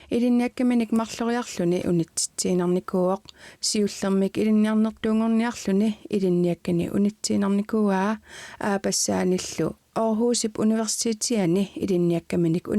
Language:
Kalaallisut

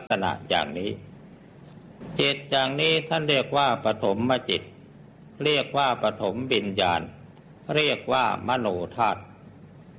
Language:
Thai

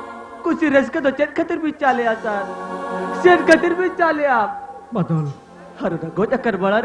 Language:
Santali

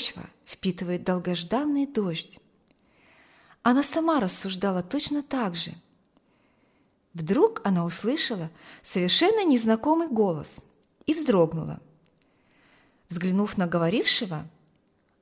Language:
Russian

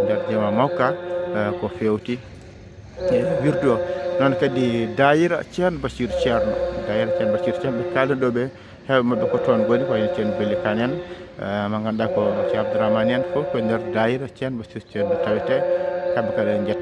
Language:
Fula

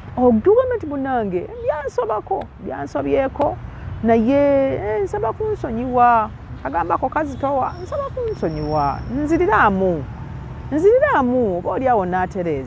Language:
Ganda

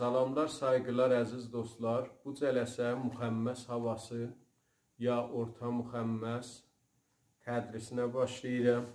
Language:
South Azerbaijani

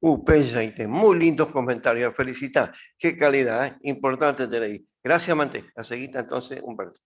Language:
Guarani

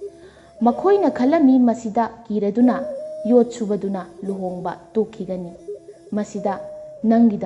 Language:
Manipuri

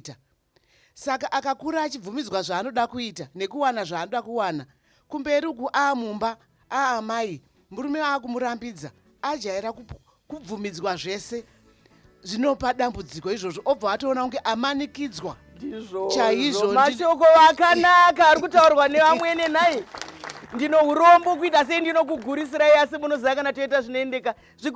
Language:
Shona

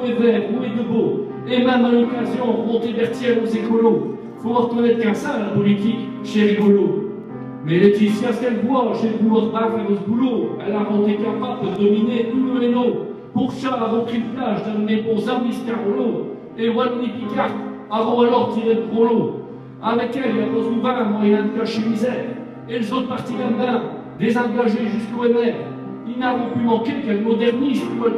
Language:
Picard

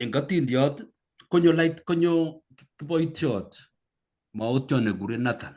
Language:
Kalenjin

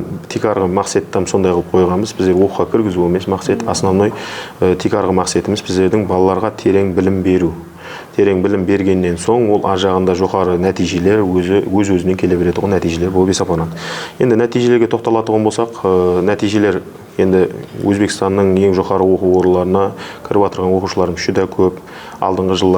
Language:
Kara-Kalpak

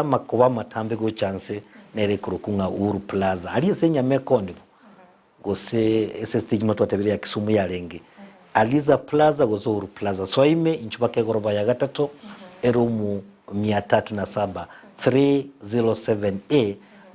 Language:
Gusii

